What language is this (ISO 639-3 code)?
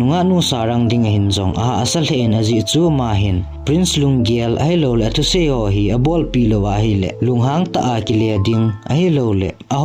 tcz